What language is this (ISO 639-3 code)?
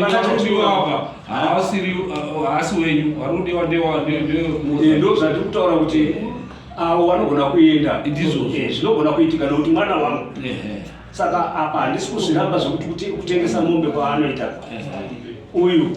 sna